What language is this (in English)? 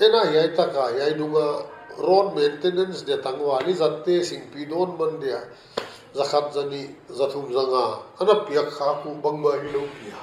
Paite Chin